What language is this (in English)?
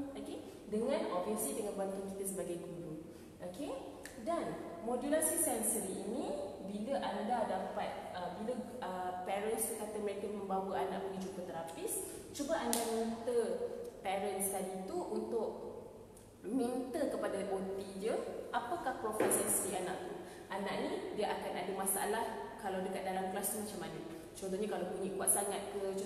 Malay